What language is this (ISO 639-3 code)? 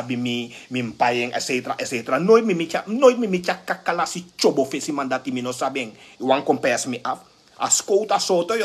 srn